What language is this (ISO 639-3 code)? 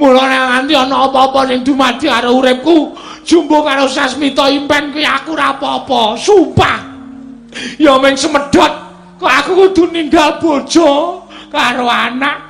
jav